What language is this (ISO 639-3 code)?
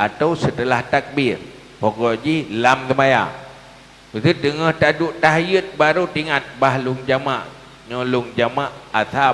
ace